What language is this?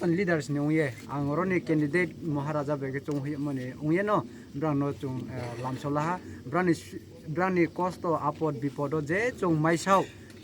Kok Borok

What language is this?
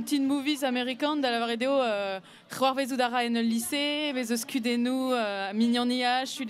Breton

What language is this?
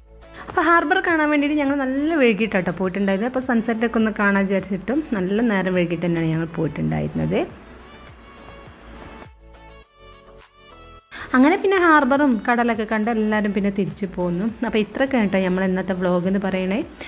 Malayalam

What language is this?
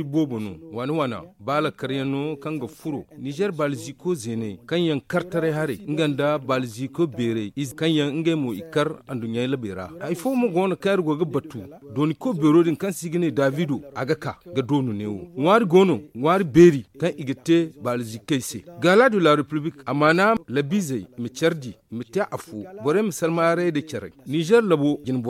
Zarma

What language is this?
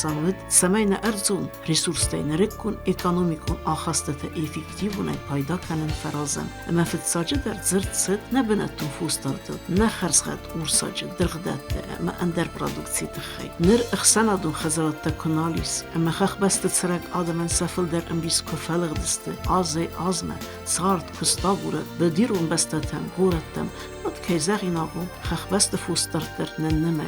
Ossetic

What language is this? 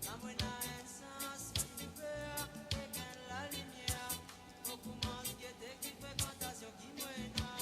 Morisyen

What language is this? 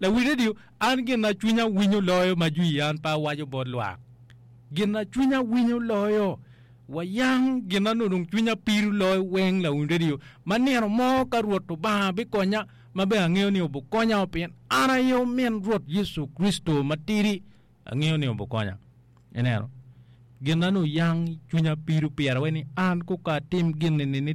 Acoli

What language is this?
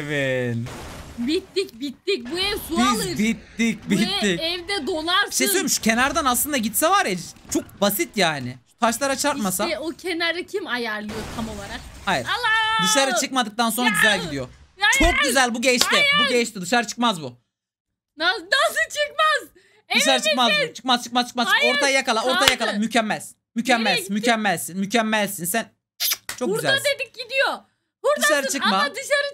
Turkish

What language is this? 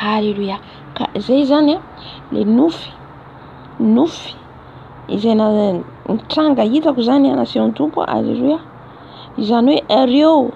Malagasy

